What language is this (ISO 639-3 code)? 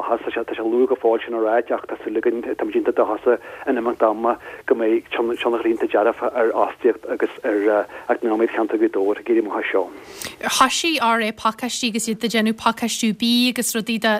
gle